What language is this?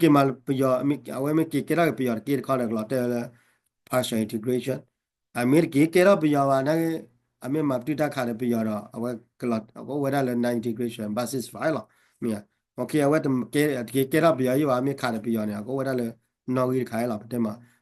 S'gaw Karen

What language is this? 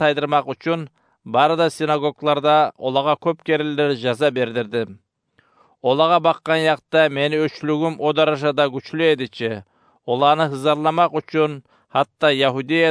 Kumyk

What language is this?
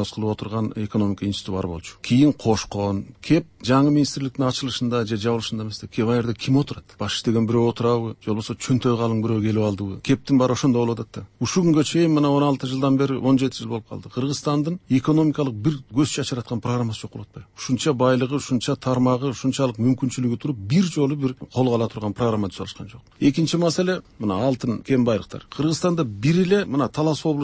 Kyrgyz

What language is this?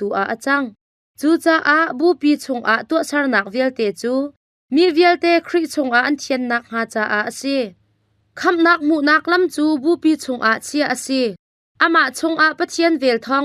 Hakha Chin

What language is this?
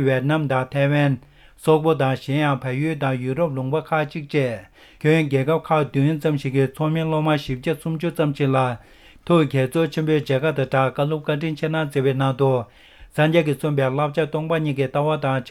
Tibetan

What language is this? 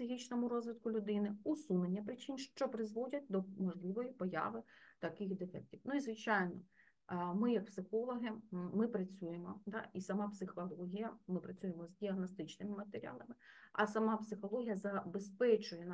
Ukrainian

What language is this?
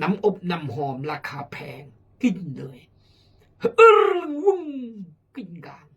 Khmu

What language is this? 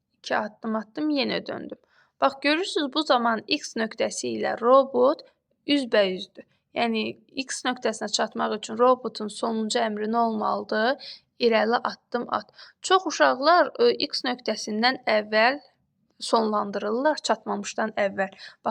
Azerbaijani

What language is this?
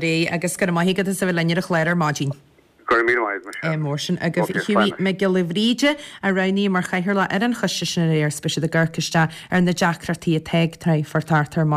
Irish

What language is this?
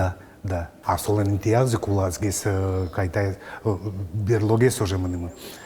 Udmurt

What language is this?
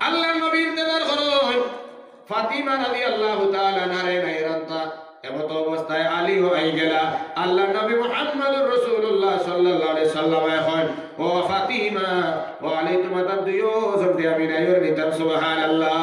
Sylheti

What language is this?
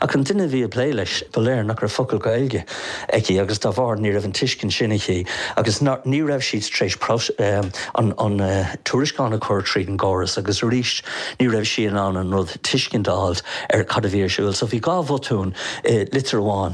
Irish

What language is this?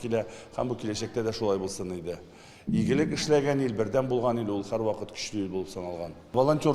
Tatar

